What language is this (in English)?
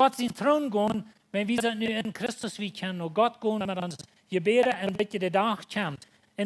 Plautdietsch